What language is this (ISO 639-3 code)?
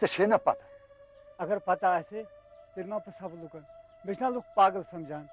kas